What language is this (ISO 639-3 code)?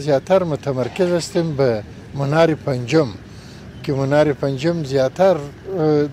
fas